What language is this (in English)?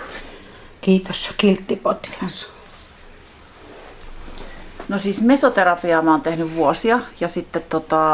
Finnish